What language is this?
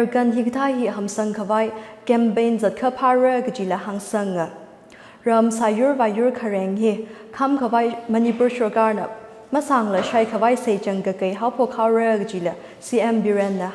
Tangkhul Naga (India)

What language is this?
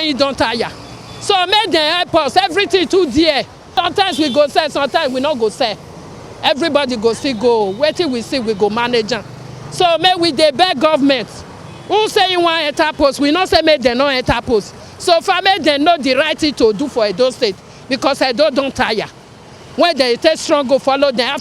Nigerian Pidgin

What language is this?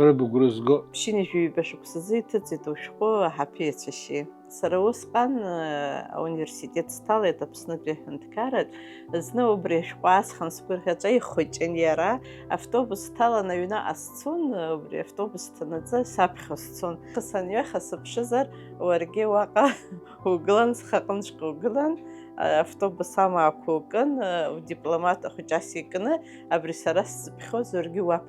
Abkhazian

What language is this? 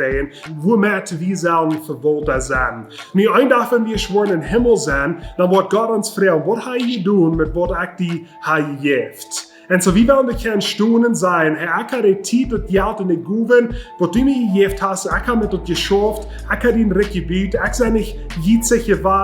Plautdietsch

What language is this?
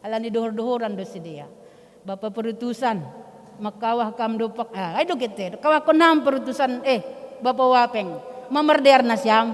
Batak Simalungun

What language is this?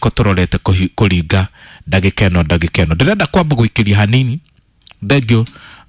Kikuyu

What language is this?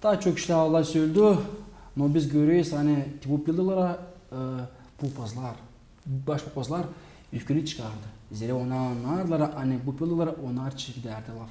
Gagauz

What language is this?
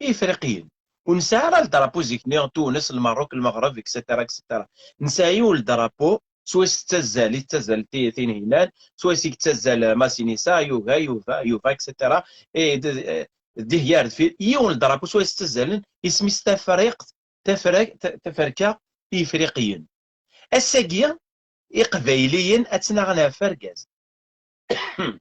Kabyle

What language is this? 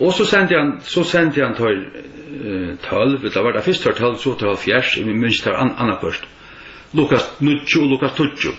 Faroese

